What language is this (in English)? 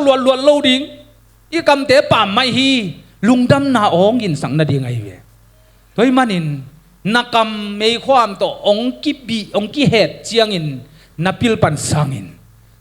Tedim Chin